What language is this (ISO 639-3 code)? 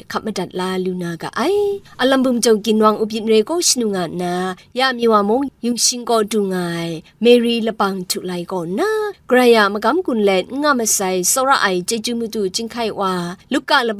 kac